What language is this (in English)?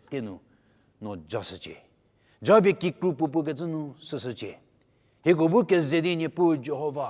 Angami Naga